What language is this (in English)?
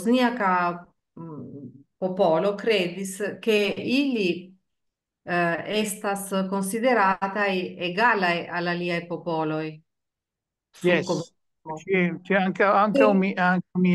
Esperanto